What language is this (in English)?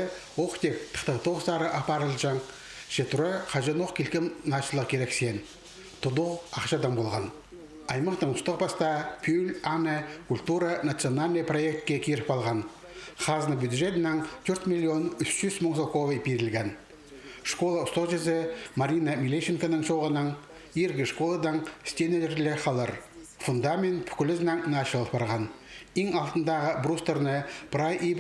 Khakas